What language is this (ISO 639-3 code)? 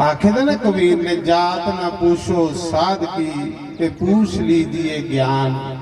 doi